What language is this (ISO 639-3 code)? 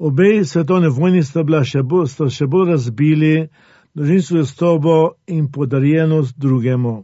slv